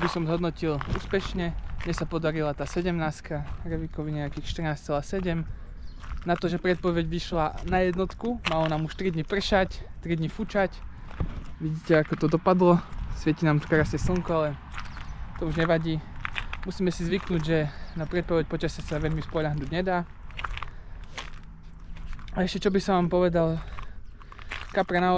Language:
Slovak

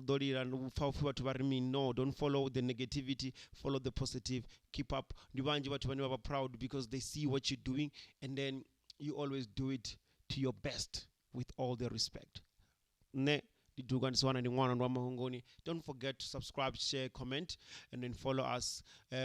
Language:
Venda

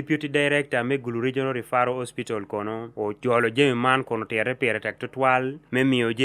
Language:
Acoli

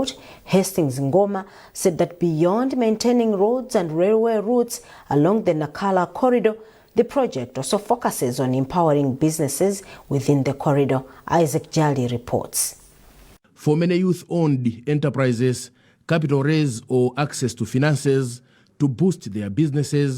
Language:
English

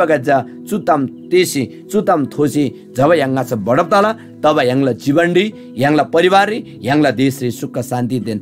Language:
Eastern Tamang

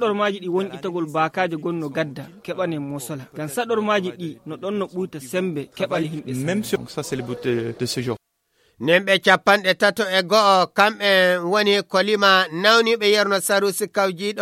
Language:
Fula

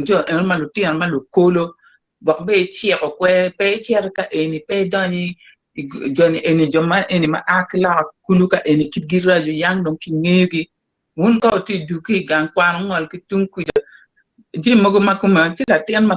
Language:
Acoli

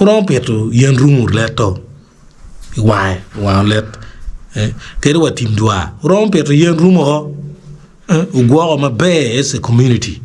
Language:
Acoli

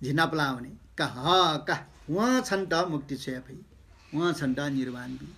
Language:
Newari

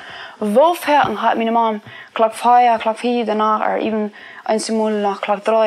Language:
Plautdietsch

